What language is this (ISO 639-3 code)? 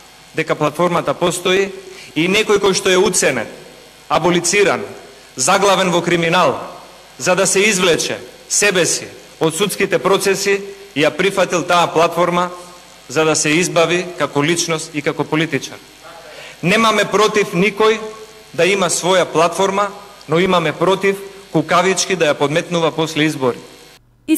mkd